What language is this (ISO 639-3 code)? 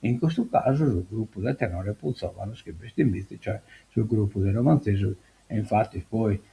srd